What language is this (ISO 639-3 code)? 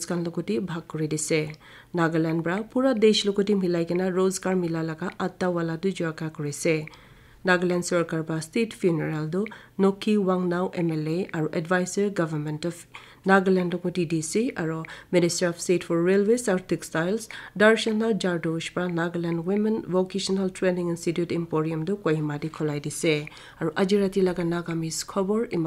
nag